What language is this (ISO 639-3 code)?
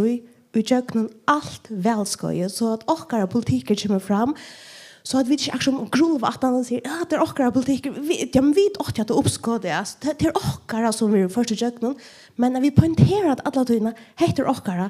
fao